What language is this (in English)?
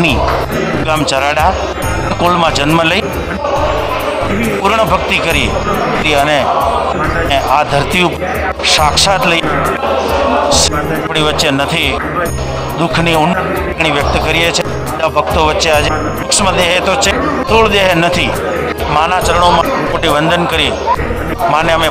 Gujarati